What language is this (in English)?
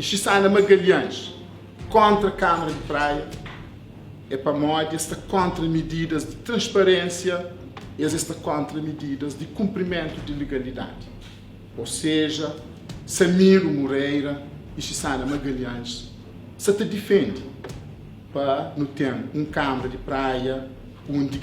Kabuverdianu